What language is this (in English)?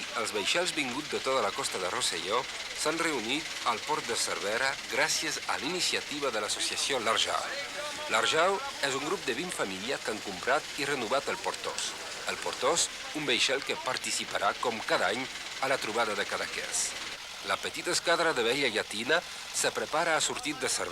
Occitan